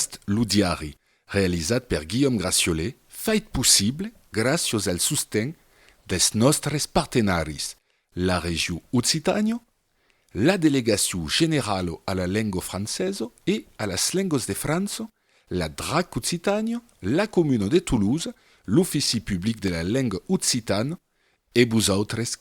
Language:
Occitan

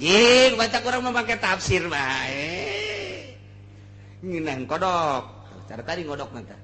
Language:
Sundanese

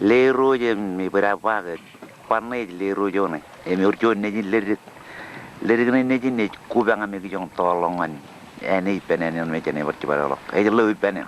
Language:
Marshallese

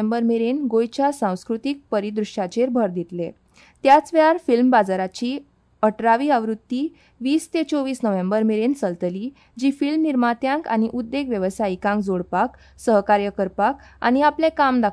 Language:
Konkani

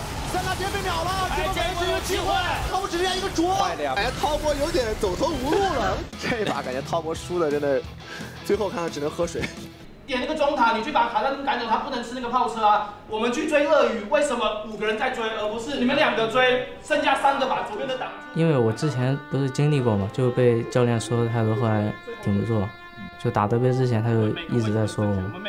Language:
Chinese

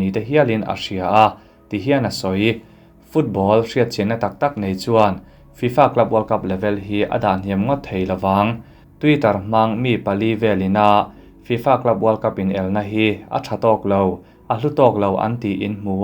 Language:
Mizo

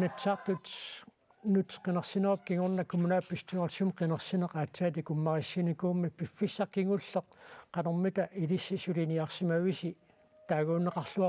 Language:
Kalaallisut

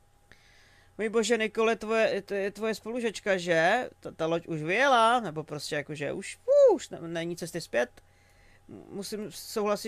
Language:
Czech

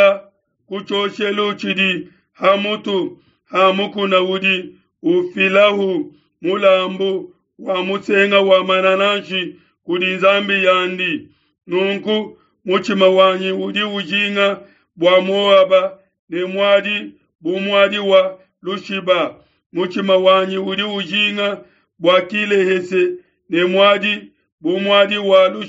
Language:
Luba-Lulua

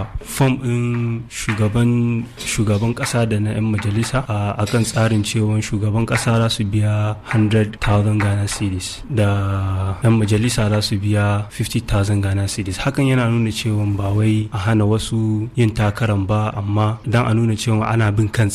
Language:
Hausa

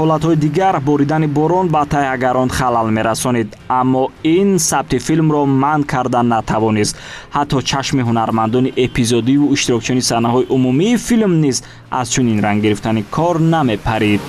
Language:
Tajik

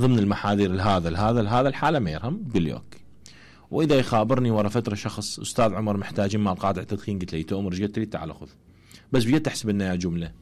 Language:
Mesopotamian Arabic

